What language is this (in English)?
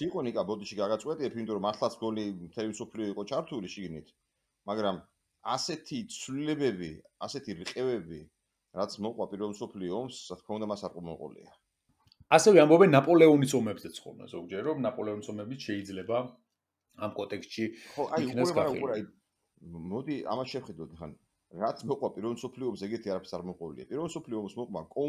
Georgian